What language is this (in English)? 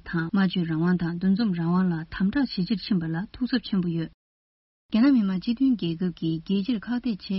Tibetan